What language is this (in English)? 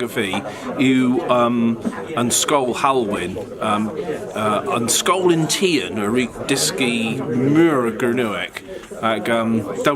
Cornish